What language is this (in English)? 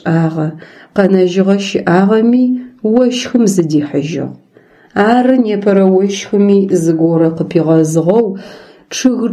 Adyghe